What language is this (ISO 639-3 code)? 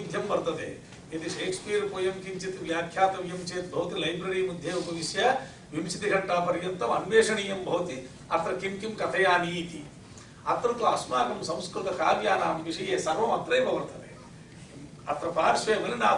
san